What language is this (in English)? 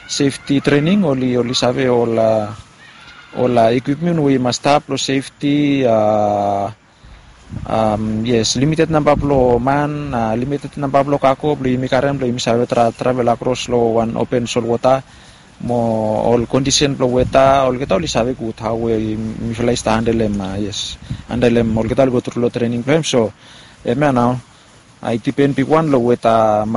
Bislama